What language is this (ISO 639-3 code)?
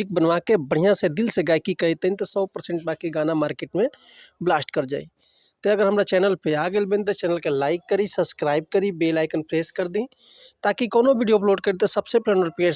bho